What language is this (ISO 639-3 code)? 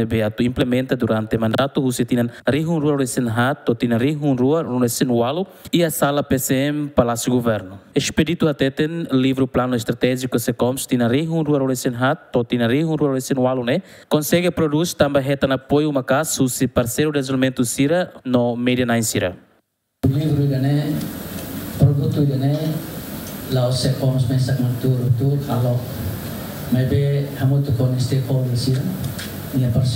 tet